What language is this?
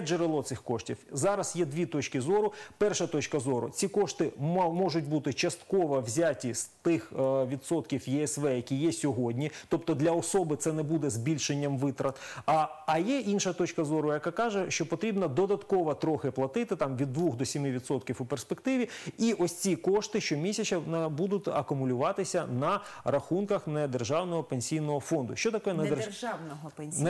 Ukrainian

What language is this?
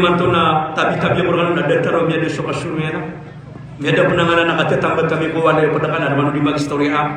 Maranao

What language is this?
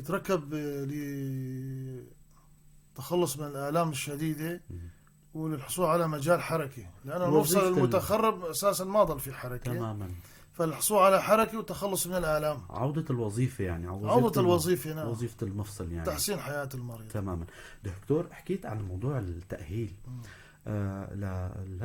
North Levantine Arabic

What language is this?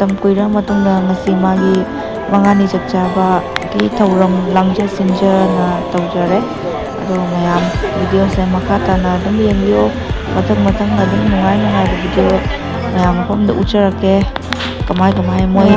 Manipuri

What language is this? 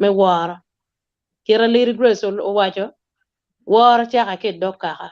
Acoli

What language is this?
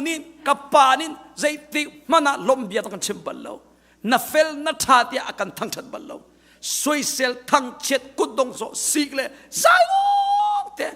Hakha Chin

